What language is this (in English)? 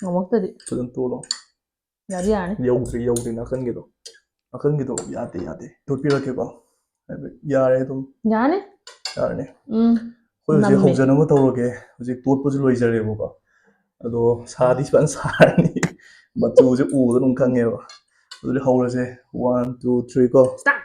Manipuri